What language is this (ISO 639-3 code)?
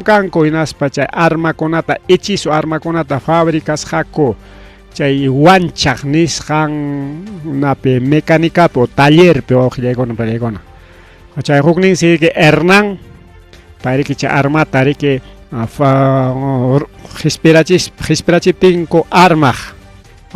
quy